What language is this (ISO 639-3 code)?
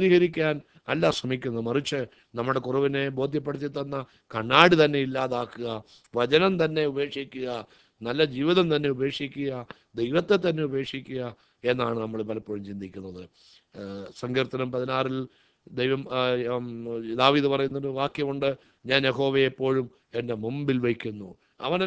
mal